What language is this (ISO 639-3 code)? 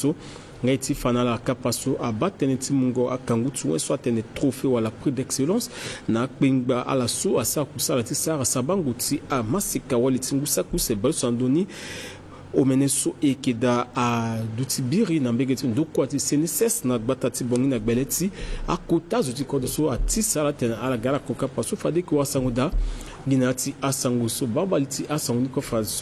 sag